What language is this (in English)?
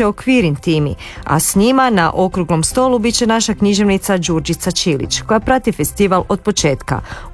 Croatian